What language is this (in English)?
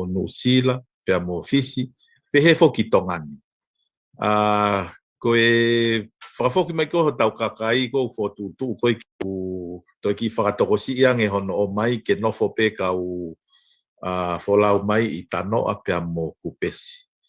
Tongan